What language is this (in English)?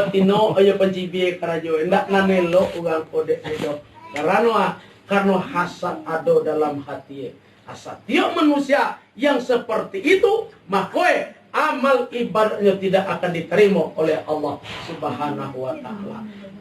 Minangkabau